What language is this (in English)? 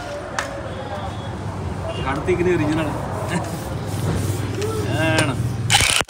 Punjabi